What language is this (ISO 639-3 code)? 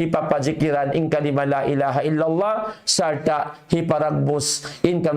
tsg